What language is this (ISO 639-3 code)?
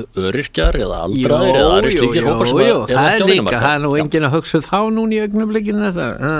isl